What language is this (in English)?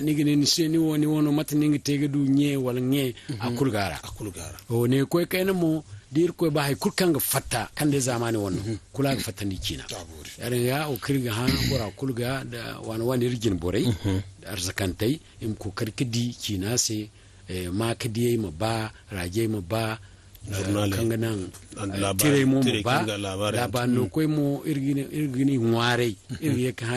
Zarma